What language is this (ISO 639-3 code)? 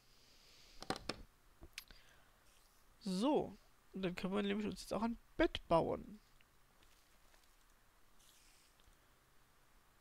deu